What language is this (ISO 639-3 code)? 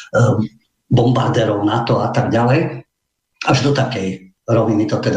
slk